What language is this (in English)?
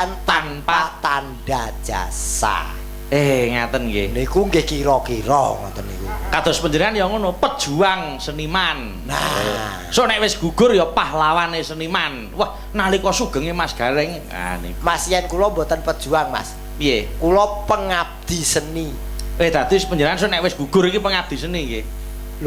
Javanese